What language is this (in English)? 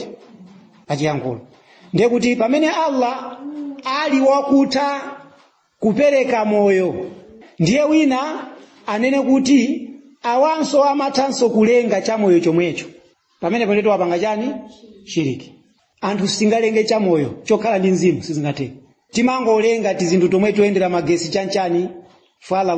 Nyanja